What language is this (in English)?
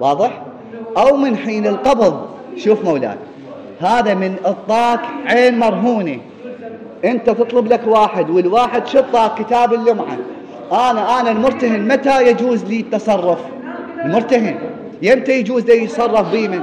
Mesopotamian Arabic